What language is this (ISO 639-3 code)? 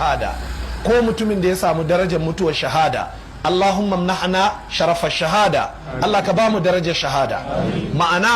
hau